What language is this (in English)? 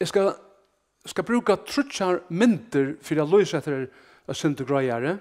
Faroese